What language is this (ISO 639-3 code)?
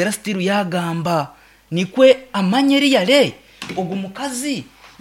nyn